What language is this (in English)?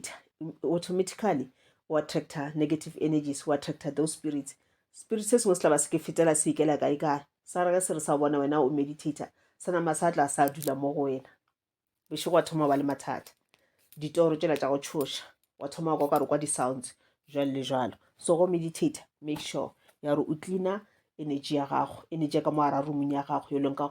Northern Sotho